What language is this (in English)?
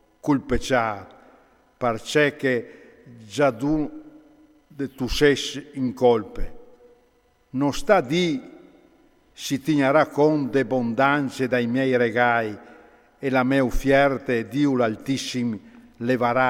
Friulian